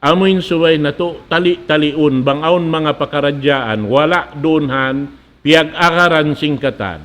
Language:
Tausug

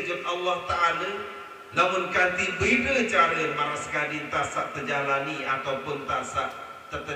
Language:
Sasak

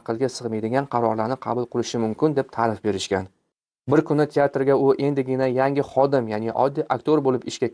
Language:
Uzbek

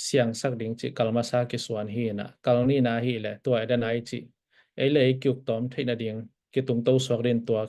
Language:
Tedim Chin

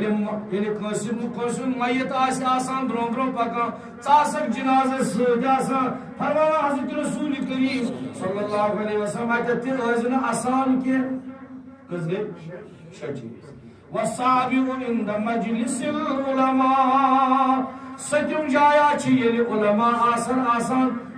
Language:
Kashmiri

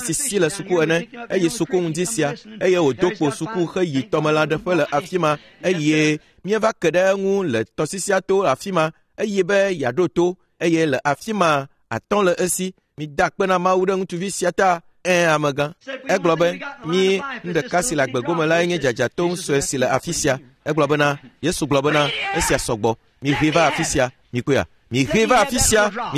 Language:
Ewe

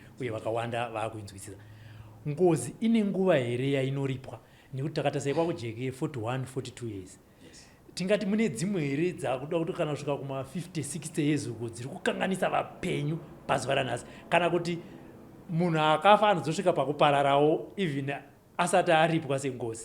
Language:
Shona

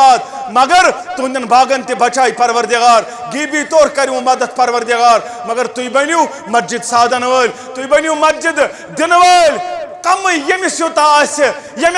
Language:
Kashmiri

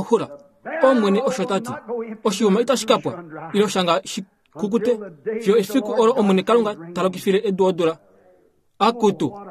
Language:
Kuanyama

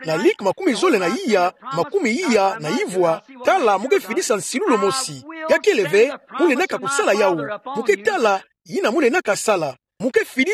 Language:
Kituba (Democratic Republic of Congo)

